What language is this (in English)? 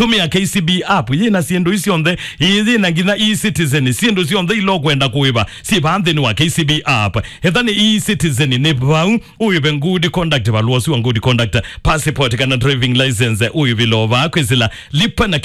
Kamba